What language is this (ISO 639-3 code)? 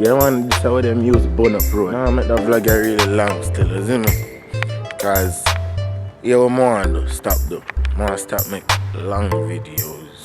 jam